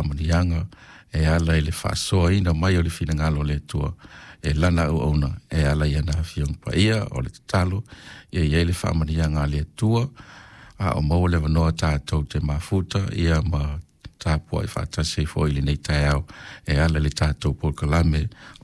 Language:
Samoan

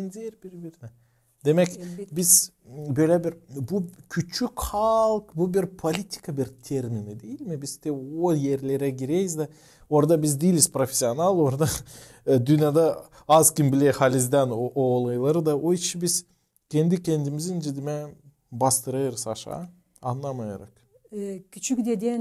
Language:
Gagauz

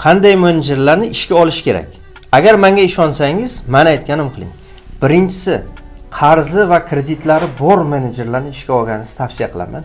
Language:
Uzbek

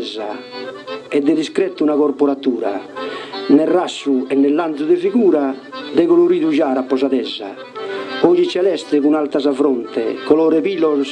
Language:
Sardinian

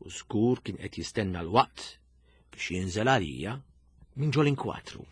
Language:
Maltese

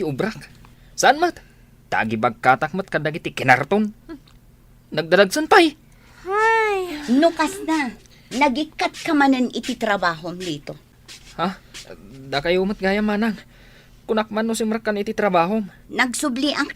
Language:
Iloko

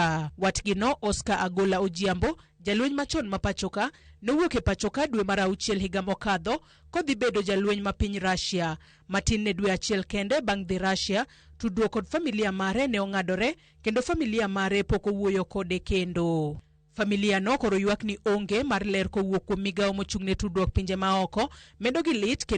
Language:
Luo (Kenya and Tanzania)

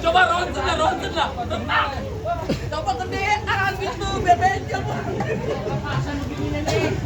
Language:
Betawi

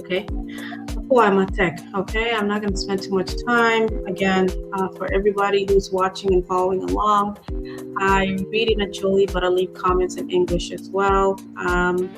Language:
Acoli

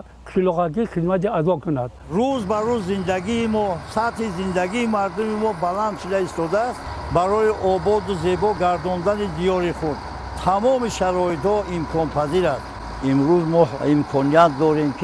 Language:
Tajik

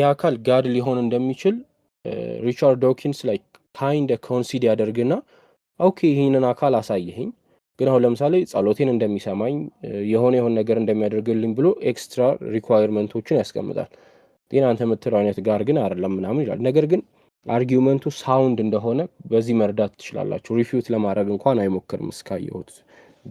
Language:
Amharic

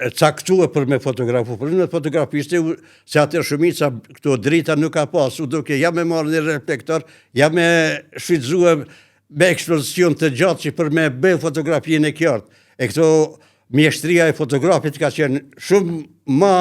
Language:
Albanian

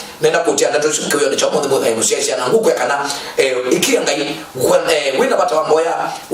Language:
Kamba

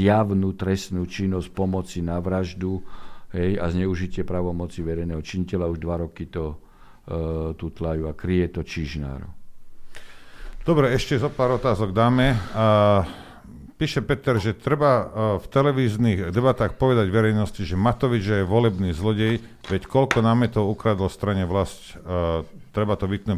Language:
Slovak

